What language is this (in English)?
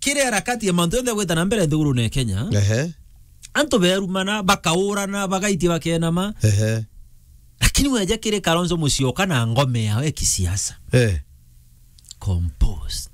Meru